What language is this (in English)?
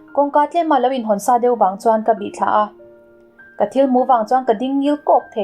Mizo